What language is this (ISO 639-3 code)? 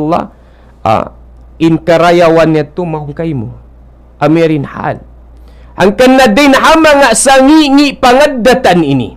tsg